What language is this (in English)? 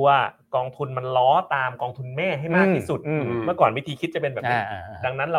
Thai